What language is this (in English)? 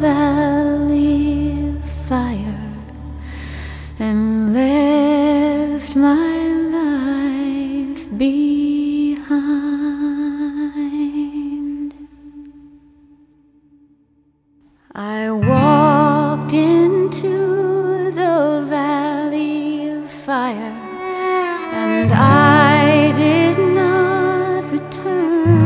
English